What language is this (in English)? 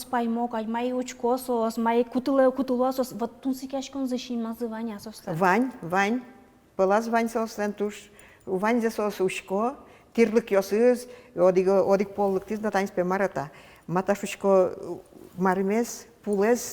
Udmurt